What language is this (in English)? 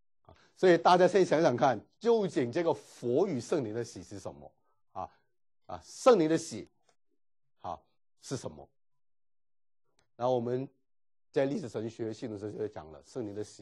Chinese